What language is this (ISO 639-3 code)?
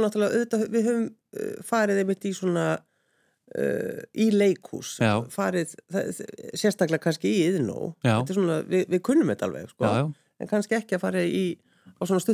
isl